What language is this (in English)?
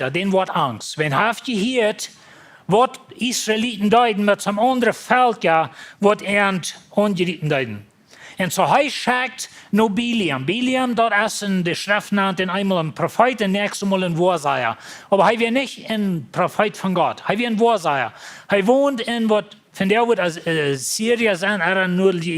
Plautdietsch